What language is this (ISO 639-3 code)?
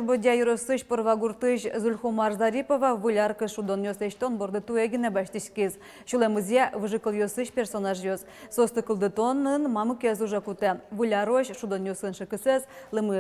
udm